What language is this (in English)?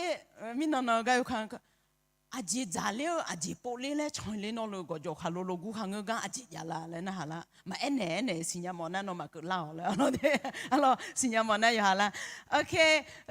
Akha